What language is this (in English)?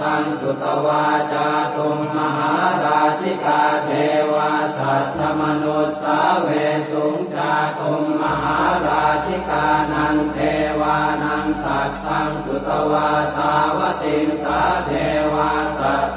Pali